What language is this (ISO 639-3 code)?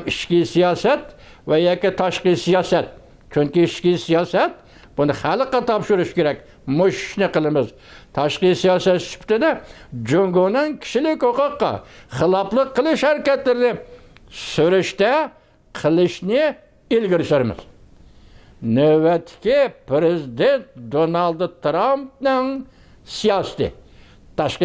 uig